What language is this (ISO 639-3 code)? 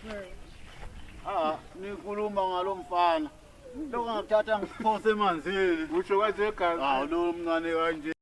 zul